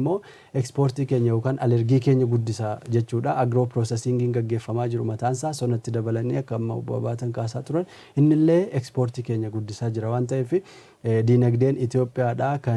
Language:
Oromo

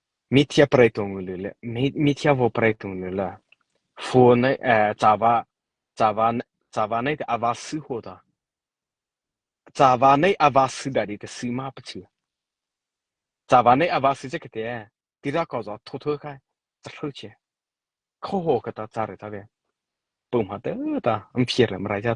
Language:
Mara Chin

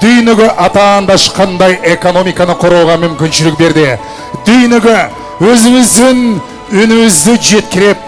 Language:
Kyrgyz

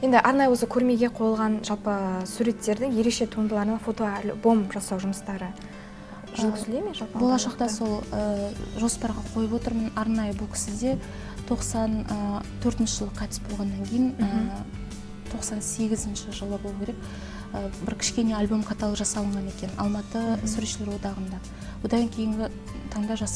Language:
Kazakh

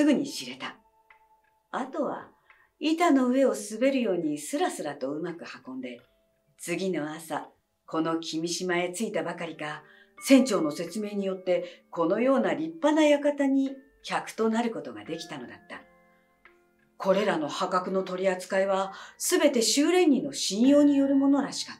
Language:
Japanese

